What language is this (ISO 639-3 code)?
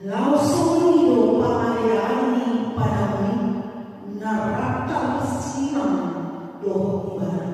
bbc